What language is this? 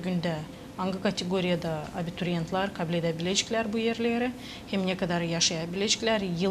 Gagauz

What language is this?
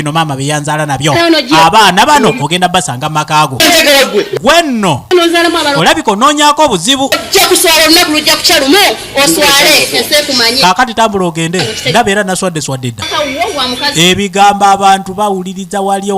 Ganda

